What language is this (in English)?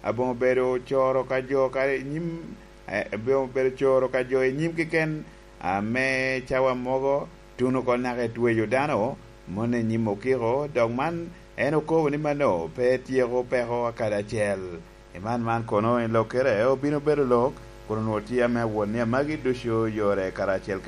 Lango (Uganda)